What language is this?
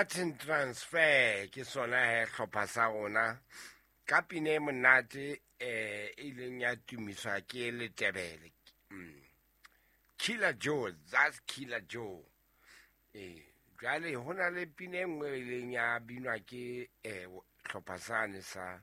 Southern Sotho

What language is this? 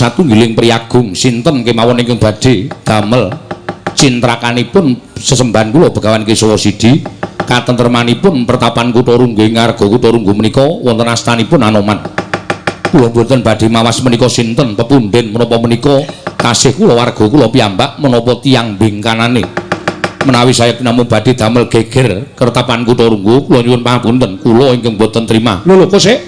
Javanese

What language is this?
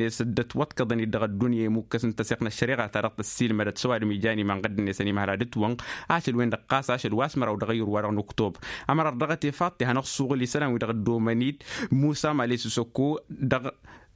Tamasheq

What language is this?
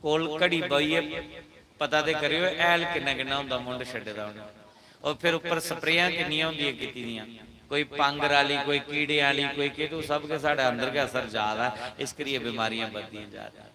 Dogri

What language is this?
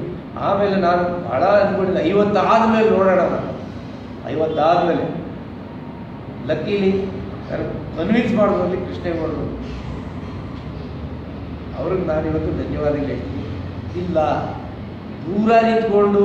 Kannada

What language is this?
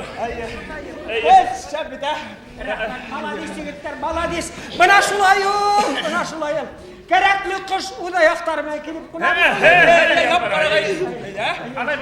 Bashkir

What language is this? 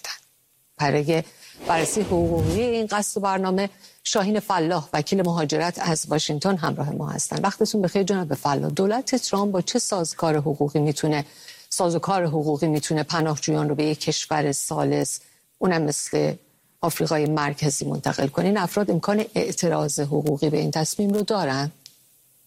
Persian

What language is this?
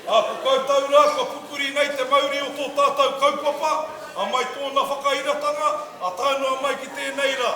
Māori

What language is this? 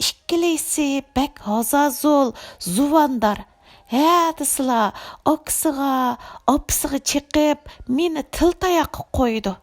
Uyghur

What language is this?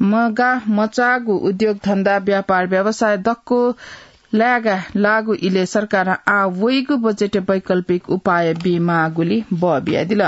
Newari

